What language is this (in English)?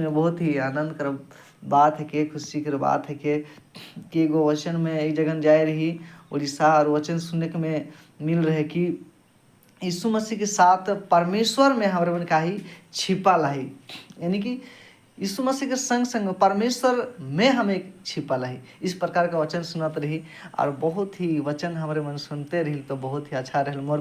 Sadri